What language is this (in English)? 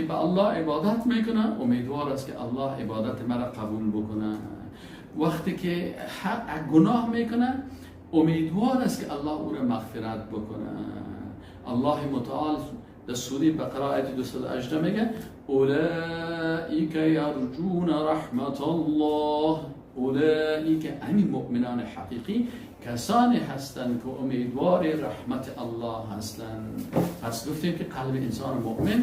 Persian